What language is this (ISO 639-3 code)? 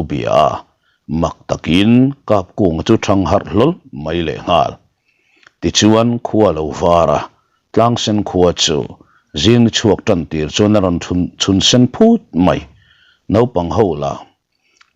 lus